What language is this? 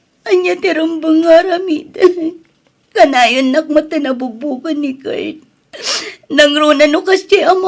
Iloko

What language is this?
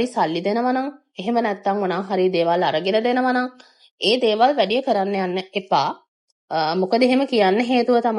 Sinhala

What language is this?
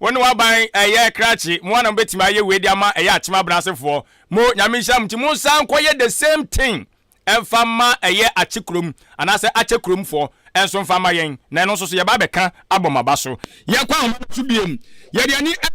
Akan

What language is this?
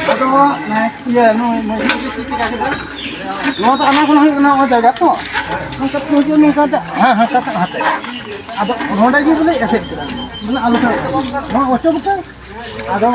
Santali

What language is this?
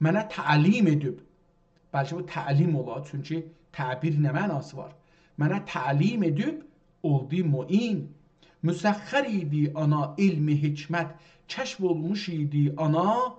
South Azerbaijani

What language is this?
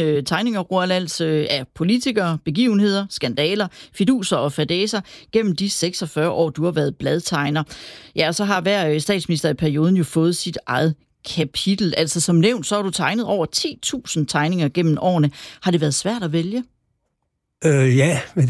Danish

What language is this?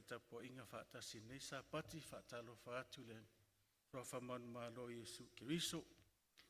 Samoan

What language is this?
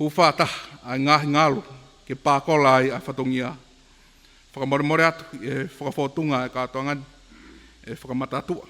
Tongan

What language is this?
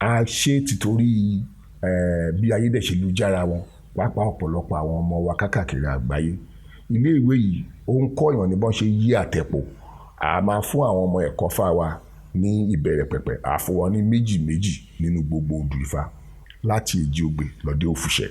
Yoruba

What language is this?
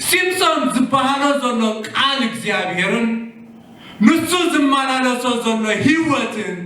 Tigrinya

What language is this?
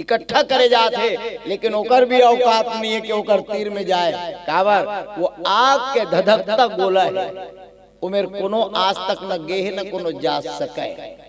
Chhattisgarhi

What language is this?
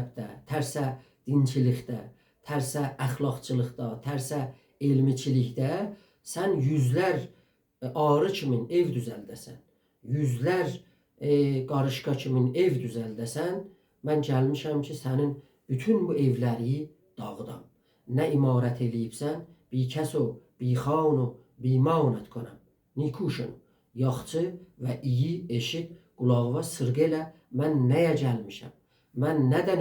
South Azerbaijani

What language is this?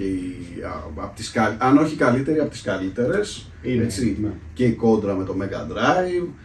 Greek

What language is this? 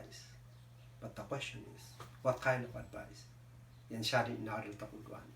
Kankanaey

